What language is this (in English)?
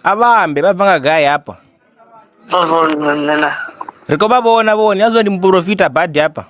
Venda